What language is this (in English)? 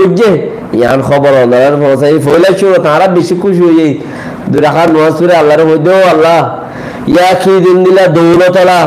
Rohingya